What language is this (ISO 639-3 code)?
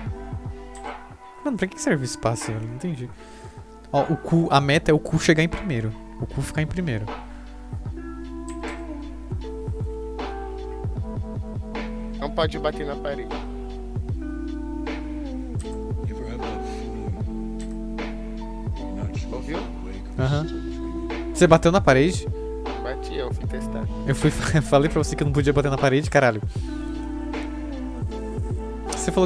por